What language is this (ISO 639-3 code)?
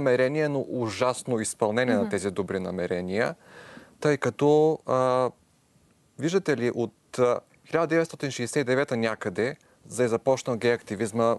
bul